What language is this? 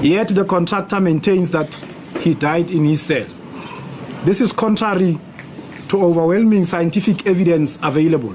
English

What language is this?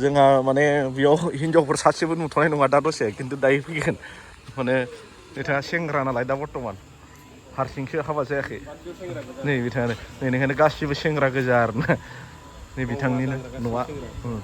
Bodo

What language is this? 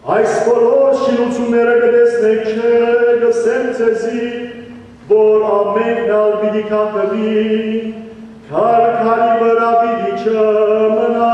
Western Armenian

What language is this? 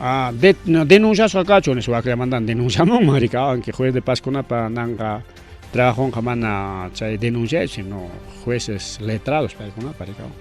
Ayacucho Quechua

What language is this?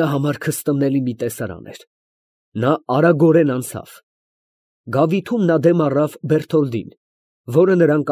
Armenian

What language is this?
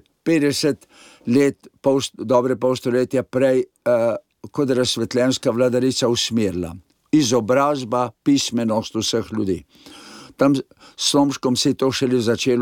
Slovenian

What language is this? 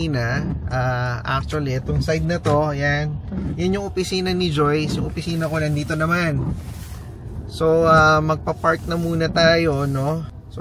Filipino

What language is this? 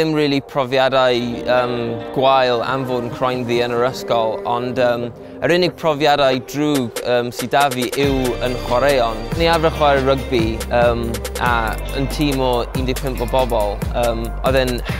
Welsh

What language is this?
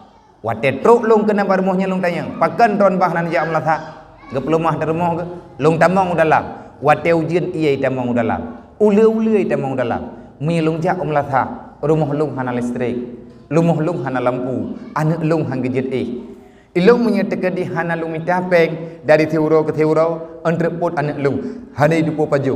Achinese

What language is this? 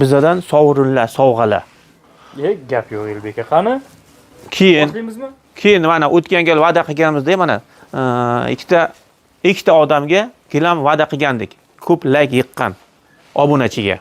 Uzbek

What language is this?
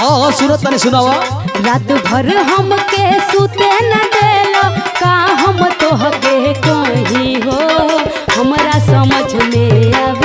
Bhojpuri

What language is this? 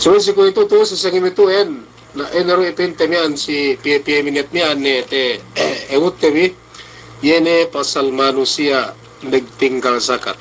Yakan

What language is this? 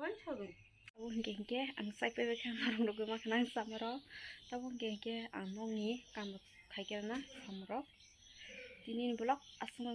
Kok Borok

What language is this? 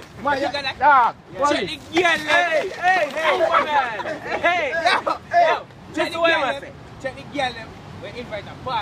Jamaican Creole English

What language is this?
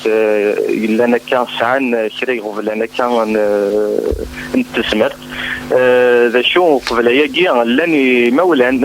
Kabyle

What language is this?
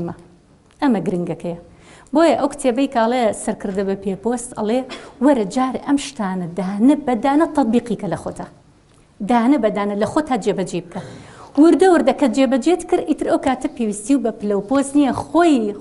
Central Kurdish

